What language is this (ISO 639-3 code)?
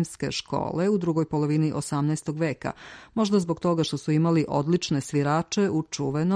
srp